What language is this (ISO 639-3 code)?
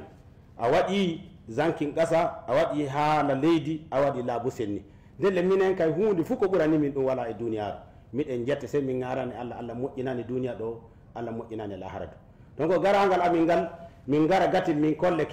ful